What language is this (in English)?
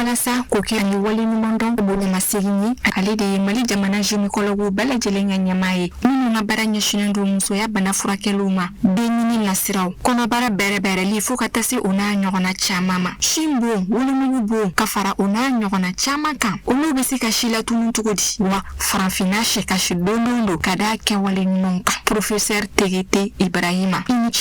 Bambara